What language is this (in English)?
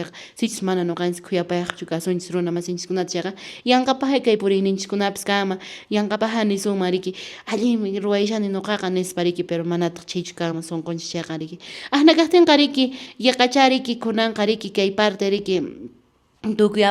Quechua